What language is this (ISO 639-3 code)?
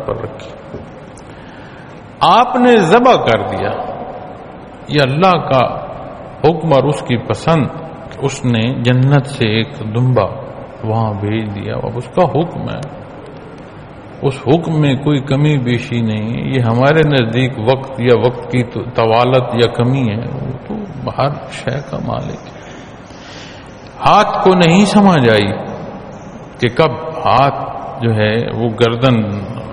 urd